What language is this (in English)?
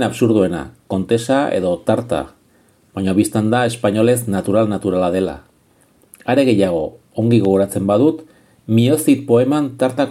Basque